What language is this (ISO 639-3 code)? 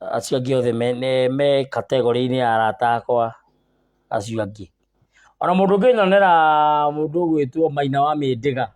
kik